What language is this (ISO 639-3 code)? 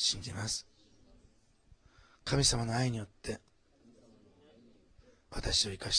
jpn